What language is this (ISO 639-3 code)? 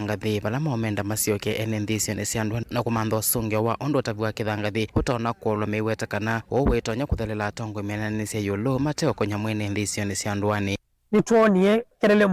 kam